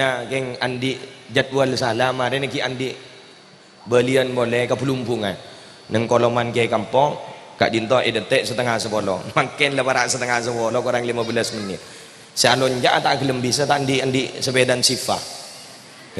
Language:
Madurese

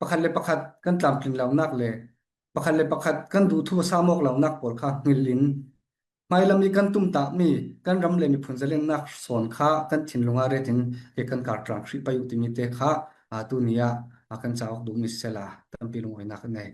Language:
Falam Chin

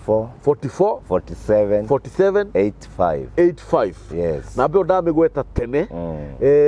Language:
Kikuyu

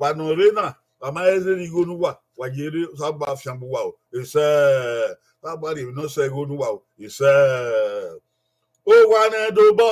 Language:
Bini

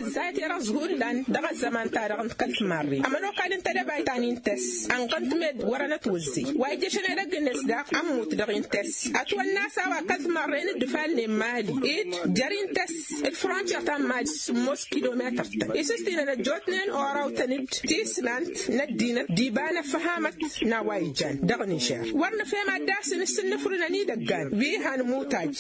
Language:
Tamasheq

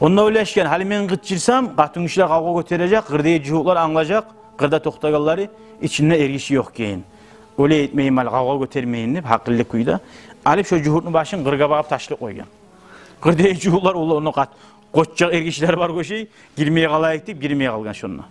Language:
Kumyk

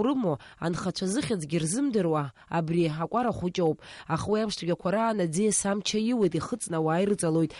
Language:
Abkhazian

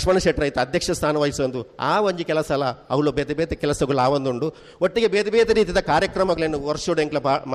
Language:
Tulu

